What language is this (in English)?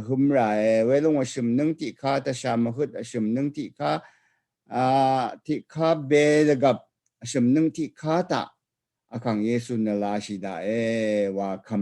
Rawang